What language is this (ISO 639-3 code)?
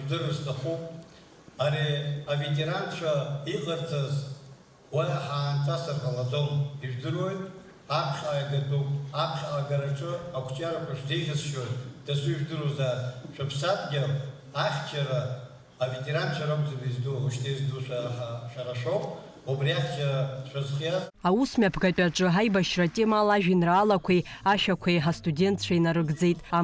abk